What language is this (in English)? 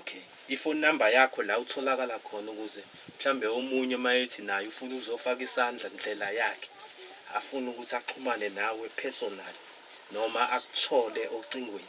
Zulu